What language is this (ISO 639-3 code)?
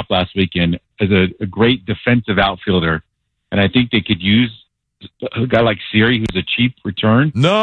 eng